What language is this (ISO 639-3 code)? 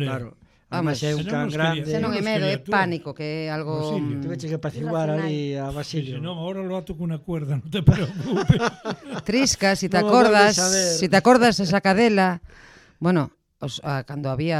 glg